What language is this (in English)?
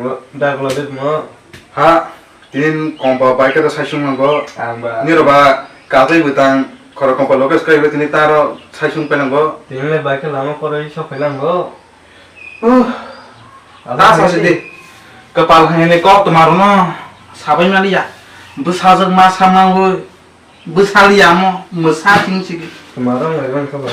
Kok Borok